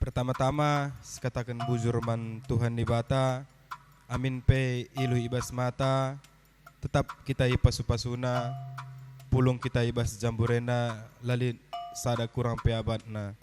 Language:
Batak Karo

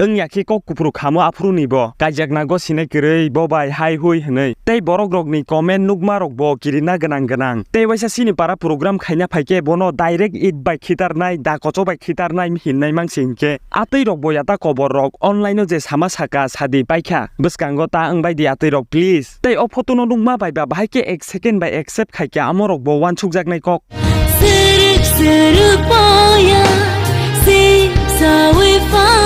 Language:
Kok Borok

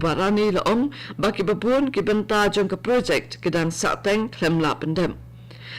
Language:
Khasi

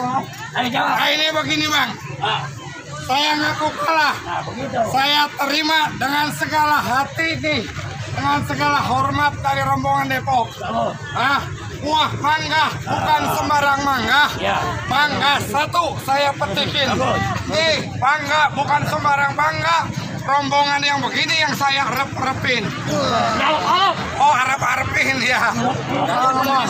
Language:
Betawi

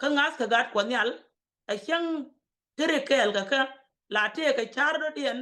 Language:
Nuer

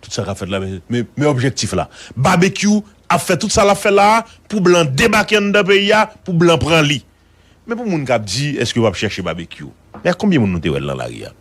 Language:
Haitian Creole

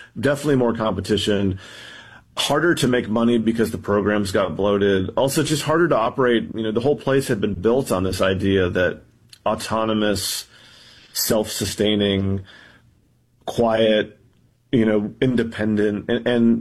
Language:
English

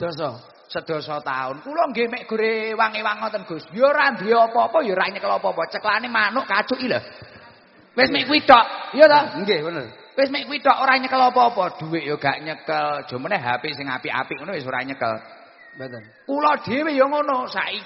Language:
Javanese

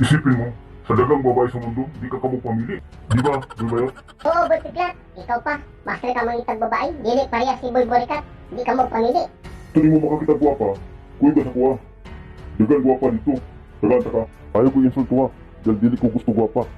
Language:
Cebuano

